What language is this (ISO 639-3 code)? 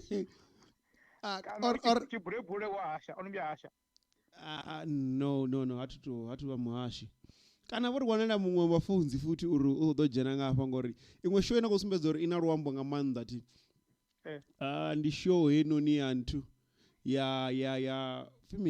ven